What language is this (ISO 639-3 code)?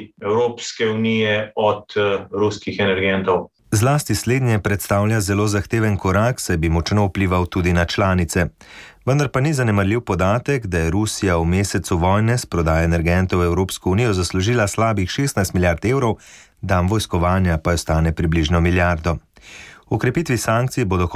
slv